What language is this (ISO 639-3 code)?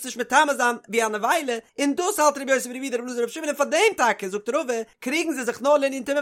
yid